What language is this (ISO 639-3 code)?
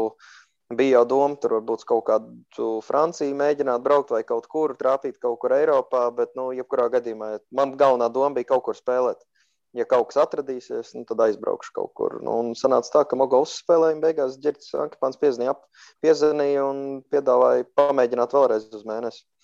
lav